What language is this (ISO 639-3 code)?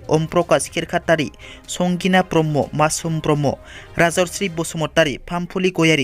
brx